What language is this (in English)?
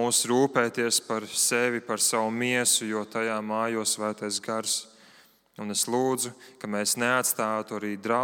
Latvian